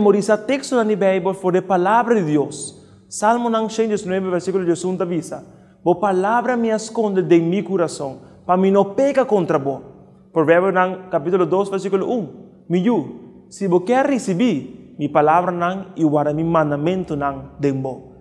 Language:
Papiamento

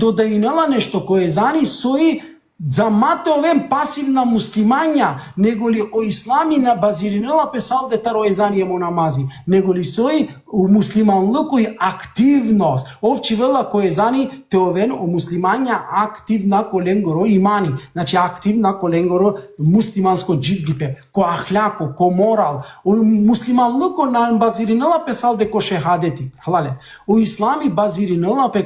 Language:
Balkan Romani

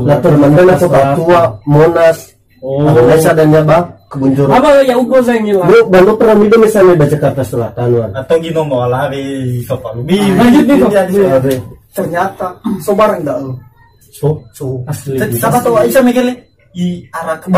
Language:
Nias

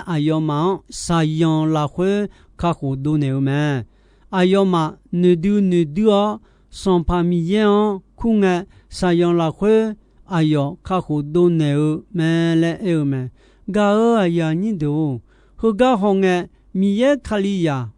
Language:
Akha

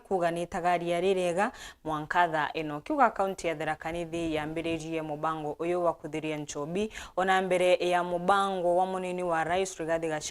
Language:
Meru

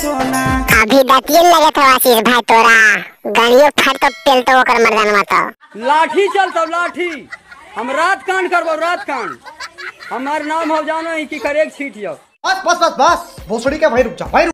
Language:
Magahi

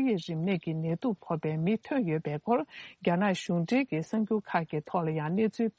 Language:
Tibetan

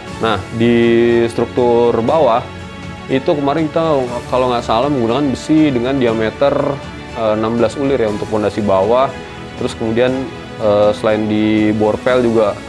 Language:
Indonesian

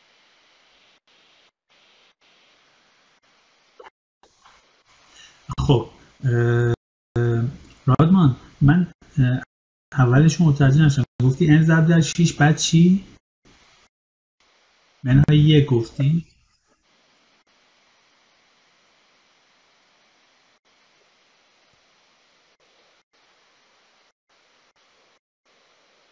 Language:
Persian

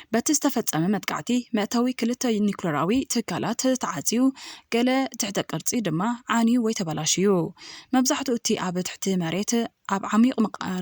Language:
Tigrinya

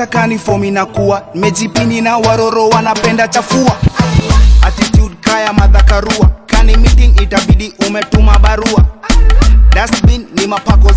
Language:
Swahili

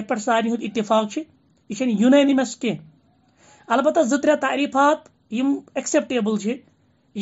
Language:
Kashmiri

